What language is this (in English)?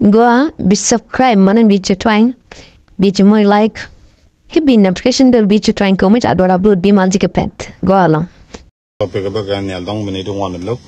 Nuer